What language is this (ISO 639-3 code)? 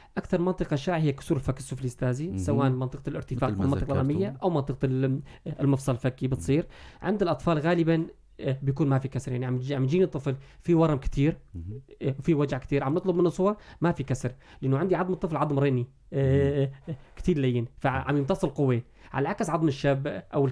apc